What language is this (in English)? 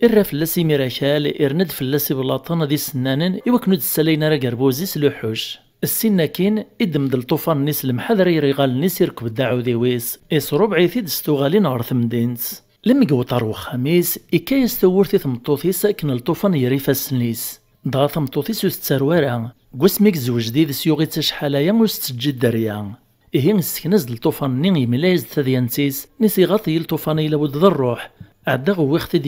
Kabyle